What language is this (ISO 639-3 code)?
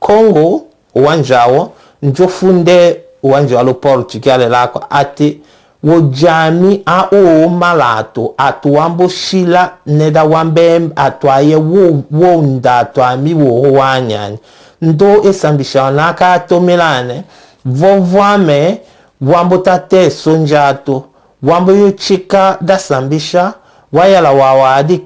tll